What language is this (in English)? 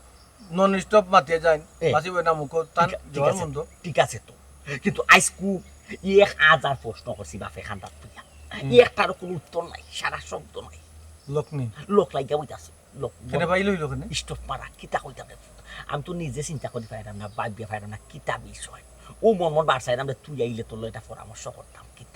Sylheti